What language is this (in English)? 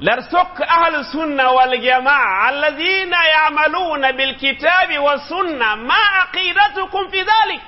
Mossi